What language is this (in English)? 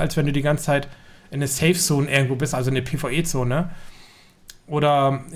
German